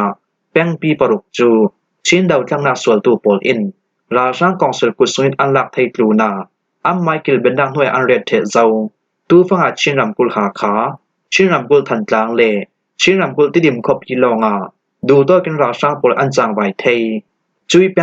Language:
Falam Chin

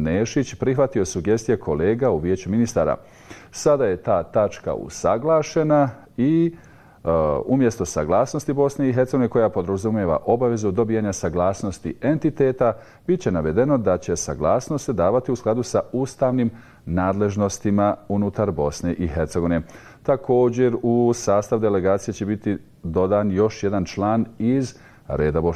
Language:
Bosnian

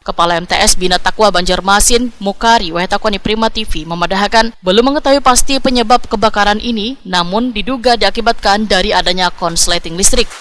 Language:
Banjar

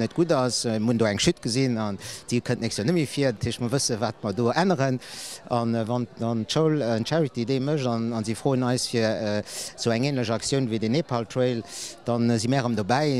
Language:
Luxembourgish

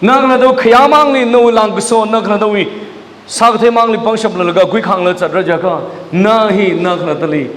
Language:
Tangkhul Naga (India)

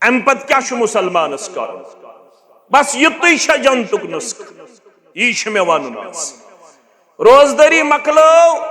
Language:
Kashmiri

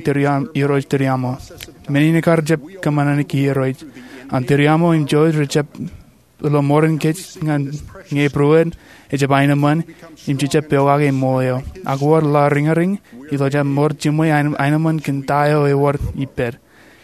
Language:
Marshallese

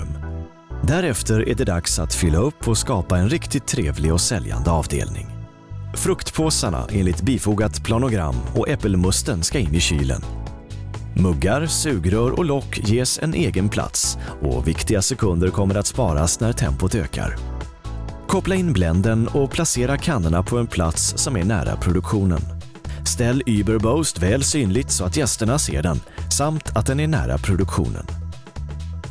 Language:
Swedish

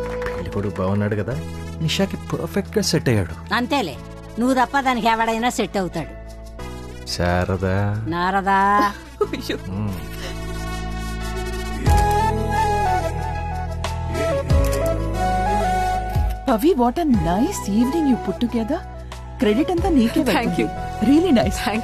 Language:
Telugu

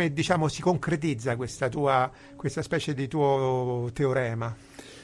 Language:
Italian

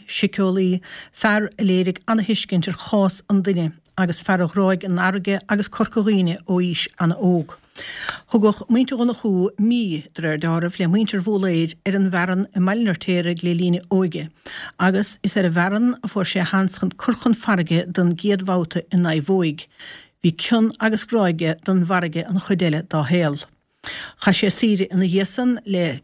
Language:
Irish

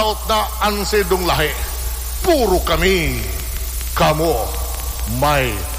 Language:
Bikol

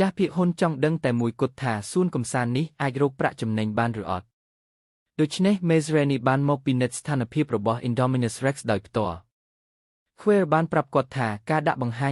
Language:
Khmer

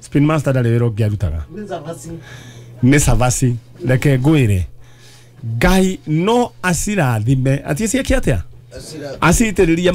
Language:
Kikuyu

